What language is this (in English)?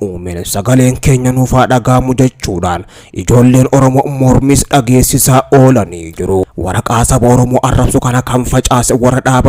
Oromo